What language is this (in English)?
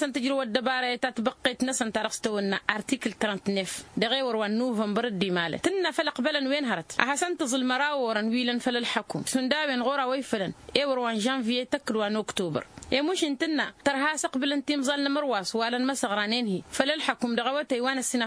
Tamasheq